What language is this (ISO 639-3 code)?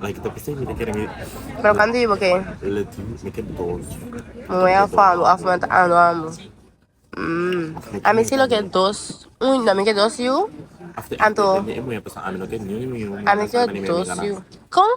pap